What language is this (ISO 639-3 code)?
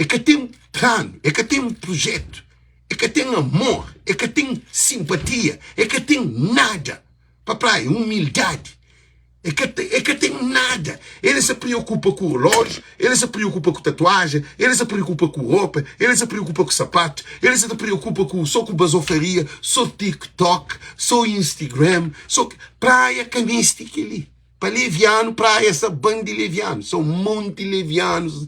kea